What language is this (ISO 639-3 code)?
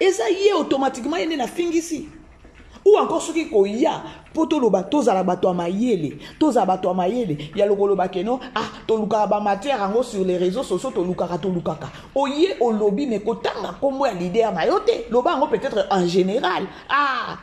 lin